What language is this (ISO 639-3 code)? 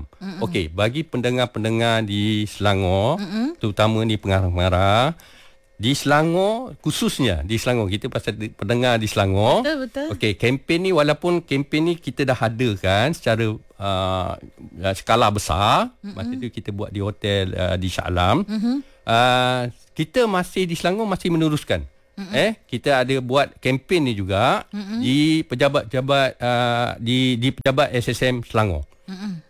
msa